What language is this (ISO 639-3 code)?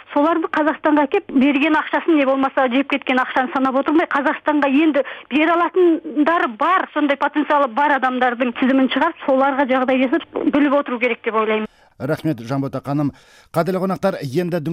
kaz